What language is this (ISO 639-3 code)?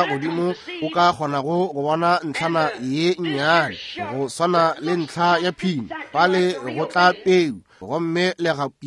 nso